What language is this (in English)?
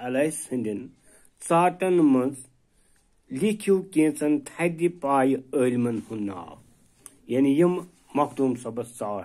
Kashmiri